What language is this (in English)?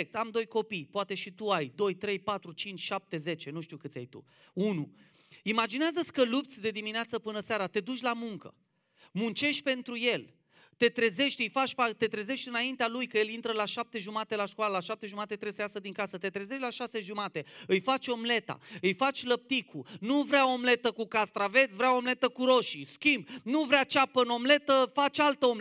Romanian